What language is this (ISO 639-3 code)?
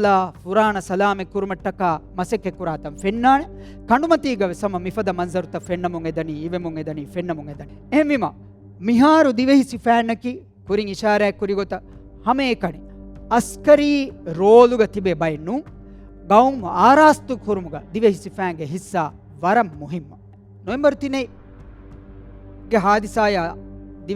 div